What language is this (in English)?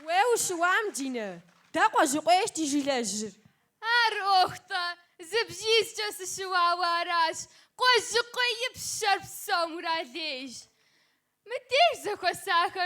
Kabardian